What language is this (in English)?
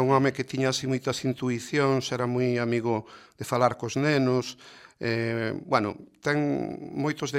Galician